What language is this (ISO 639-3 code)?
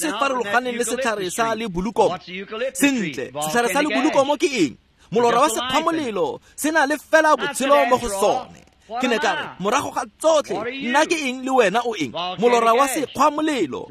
tsn